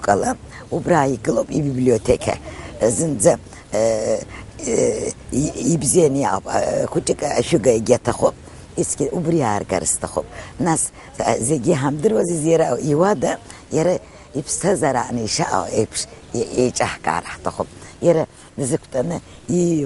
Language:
Abkhazian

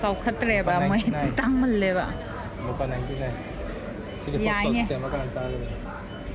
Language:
Manipuri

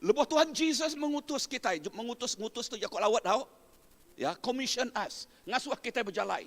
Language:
Iban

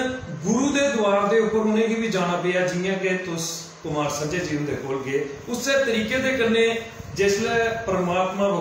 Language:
Dogri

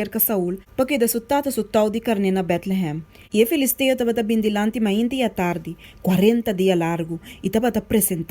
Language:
Papiamento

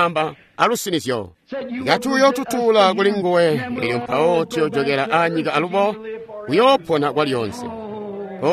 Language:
Tonga (Zambia)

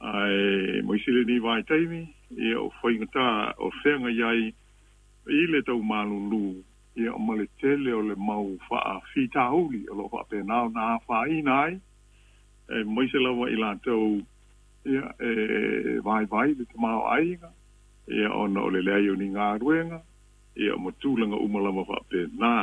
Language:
Samoan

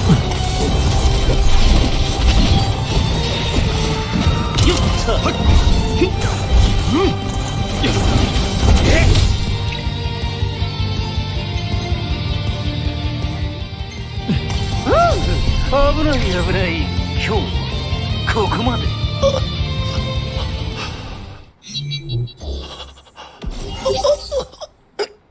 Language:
Japanese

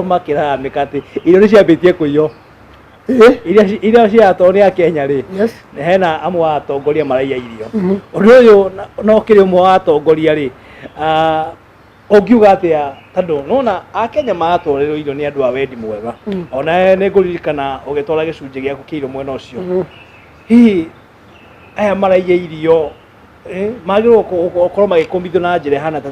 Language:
Kikuyu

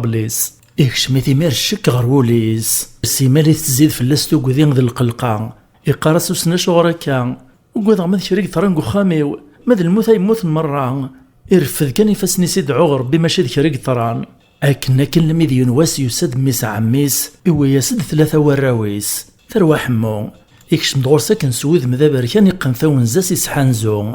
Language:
Kabyle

